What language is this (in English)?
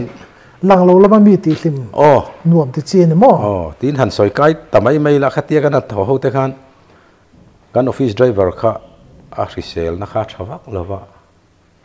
Mizo